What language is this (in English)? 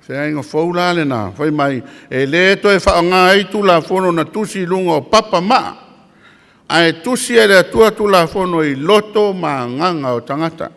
Samoan